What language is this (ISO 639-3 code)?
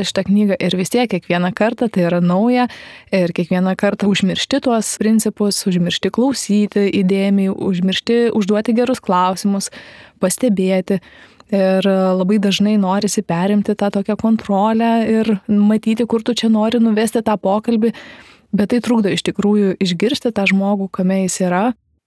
lit